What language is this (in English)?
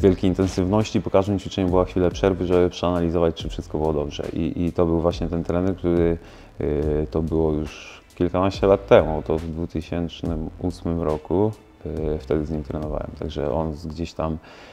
Polish